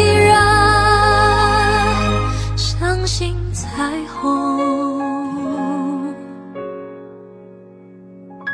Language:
Chinese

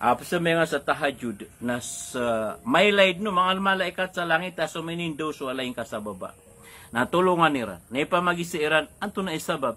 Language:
Maranao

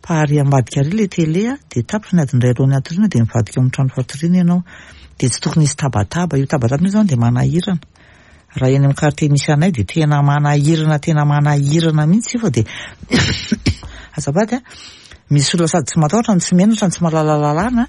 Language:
Malagasy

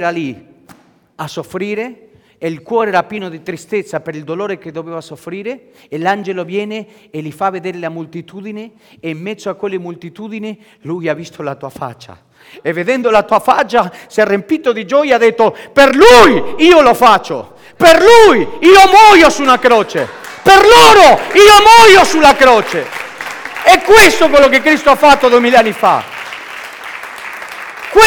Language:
Italian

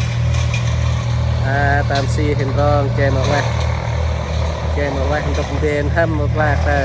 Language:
Central Mnong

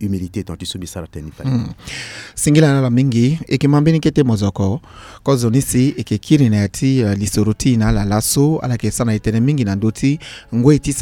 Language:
Sango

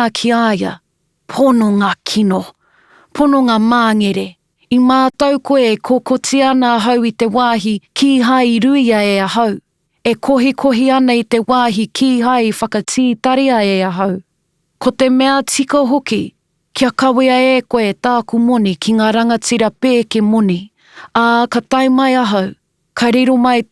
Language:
Māori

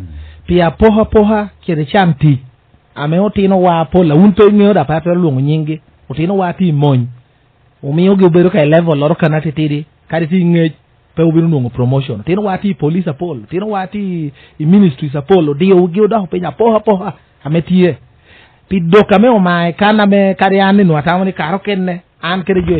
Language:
Lango (Uganda)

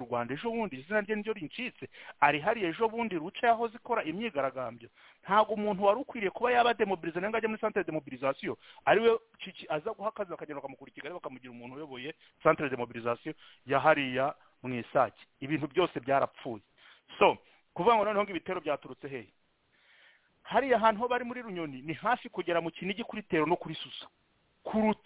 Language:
Kinyarwanda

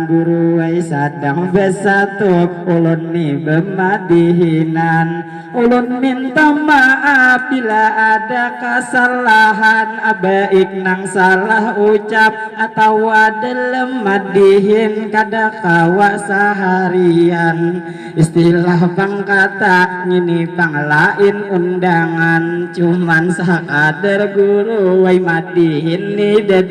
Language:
Banjar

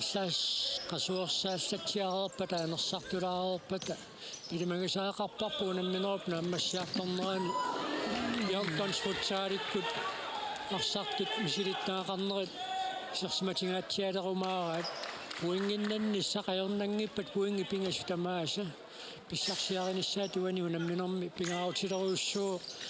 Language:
Kalaallisut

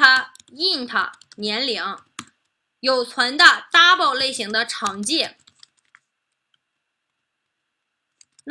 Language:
Chinese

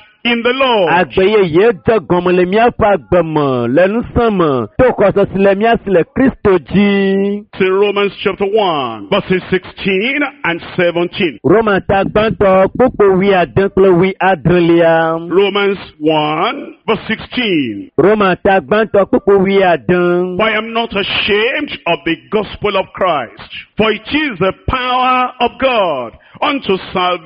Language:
Ewe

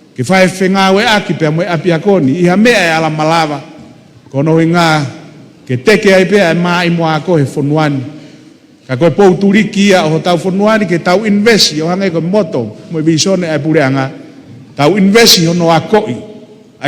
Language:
Tongan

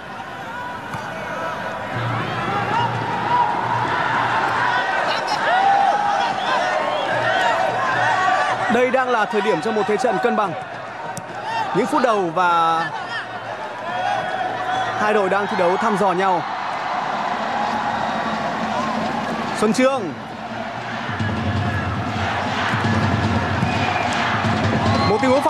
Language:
Vietnamese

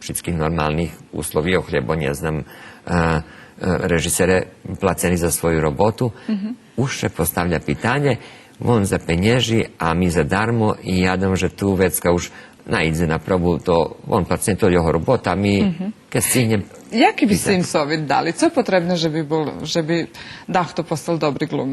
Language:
Rusyn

